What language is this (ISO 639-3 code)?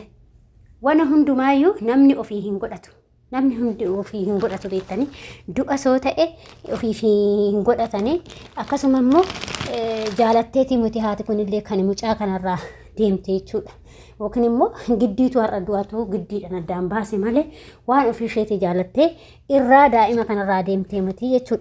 orm